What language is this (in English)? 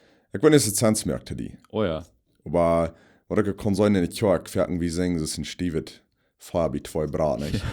Plautdietsch